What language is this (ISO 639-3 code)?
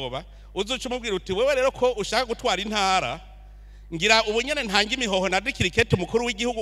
run